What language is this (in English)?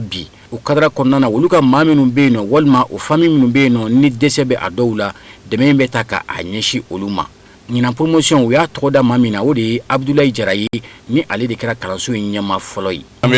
Bambara